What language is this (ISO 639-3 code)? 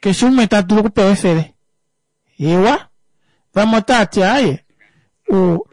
kua